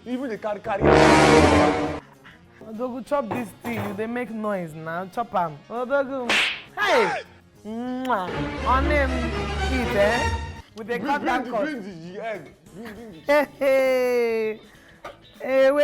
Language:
Nigerian Pidgin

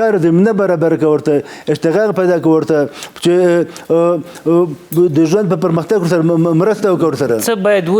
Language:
Pashto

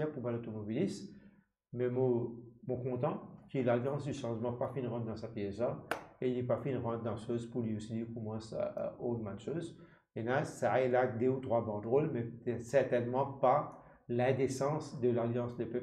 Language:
Morisyen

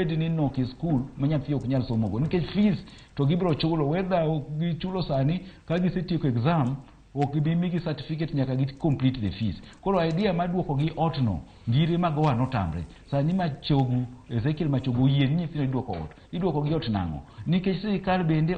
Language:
Luo (Kenya and Tanzania)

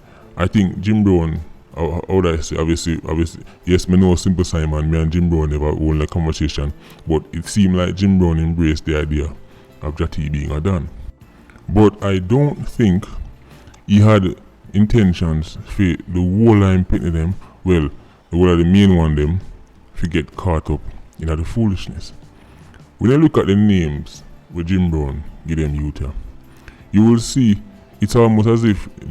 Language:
Jamaican Creole English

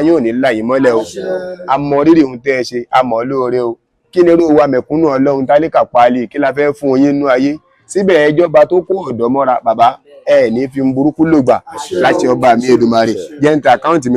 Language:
Yoruba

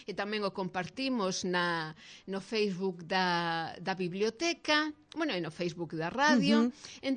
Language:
Galician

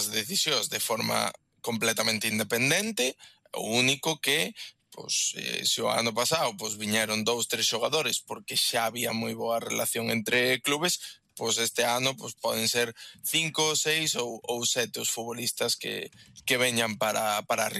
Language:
Galician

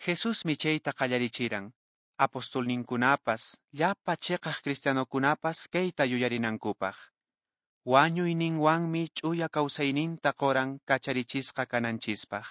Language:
Quechua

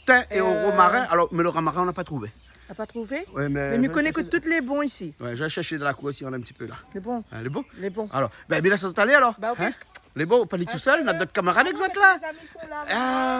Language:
Réunion Creole French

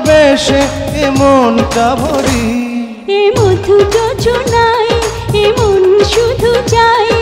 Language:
Bangla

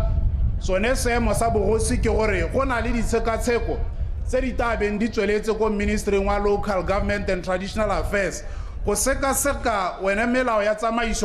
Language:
Tswana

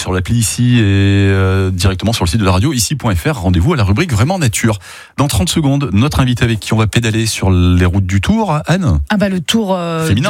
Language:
French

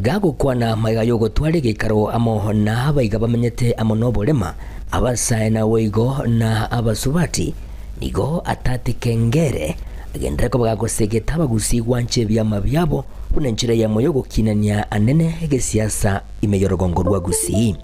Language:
Gusii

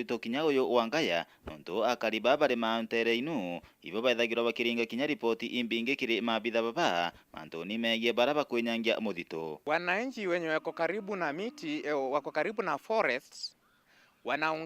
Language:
Meru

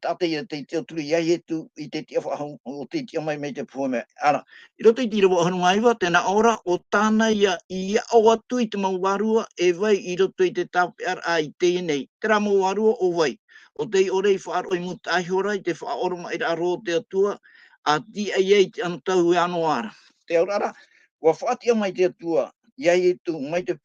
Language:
Tahitian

